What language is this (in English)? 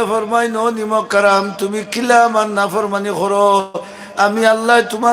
Sylheti